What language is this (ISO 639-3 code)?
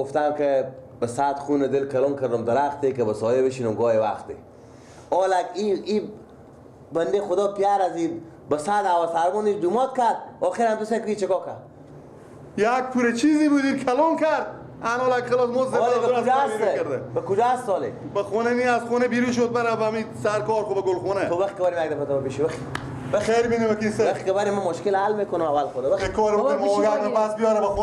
fas